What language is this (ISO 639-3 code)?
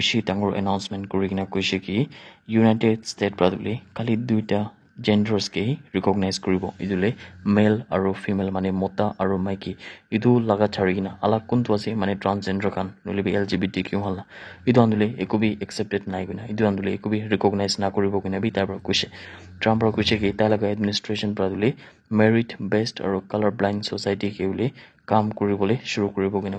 nag